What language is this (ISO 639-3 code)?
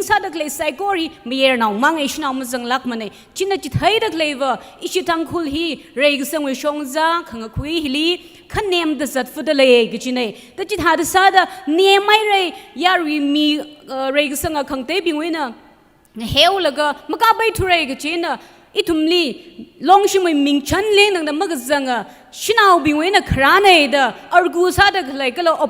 nmf